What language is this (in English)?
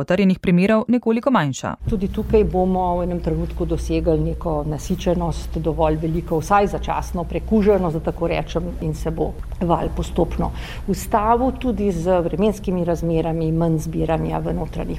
Slovenian